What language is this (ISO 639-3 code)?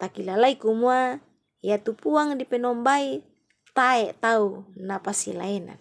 sda